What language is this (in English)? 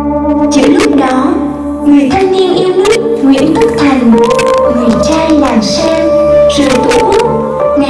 Vietnamese